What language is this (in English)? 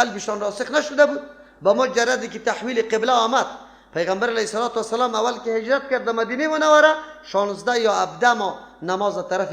Persian